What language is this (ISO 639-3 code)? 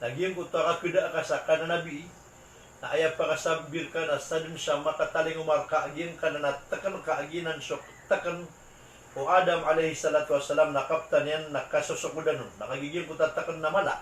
mrw